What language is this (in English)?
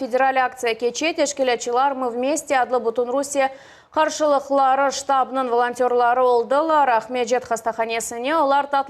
Crimean Tatar